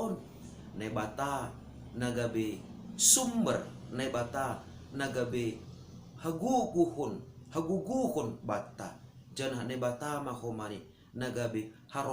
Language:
Batak Simalungun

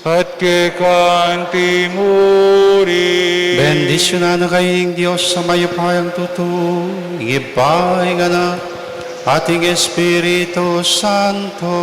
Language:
Pampanga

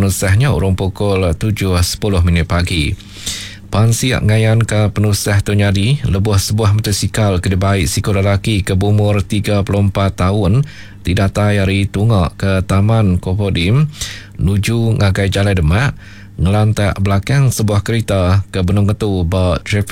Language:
Iban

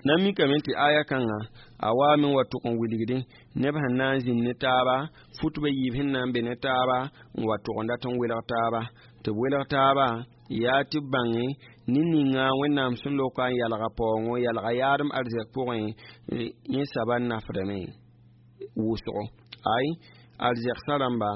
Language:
Mossi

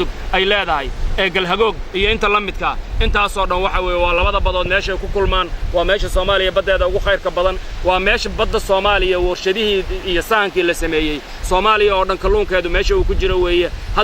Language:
Somali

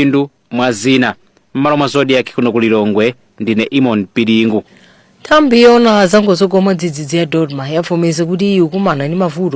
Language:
Nyanja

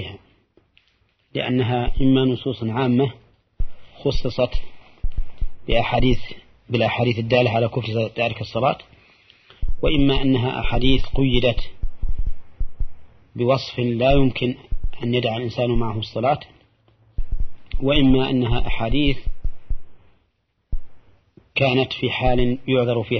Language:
Arabic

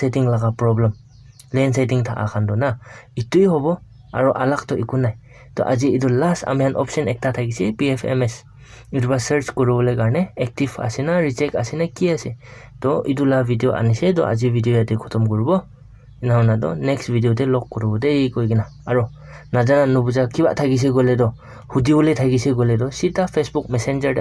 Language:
Naga Pidgin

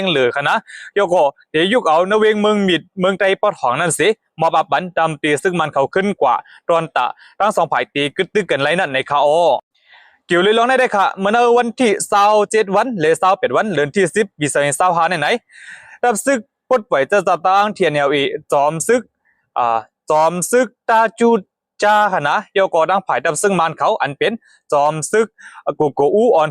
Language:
Shan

